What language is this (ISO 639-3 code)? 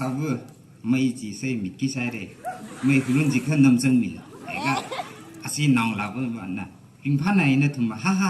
nmf